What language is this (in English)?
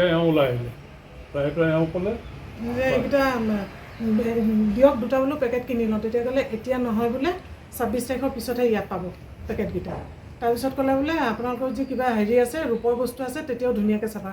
Assamese